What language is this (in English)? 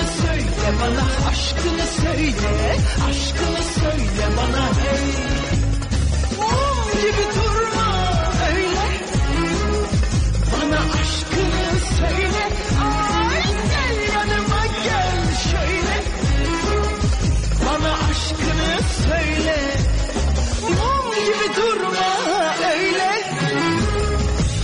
Turkish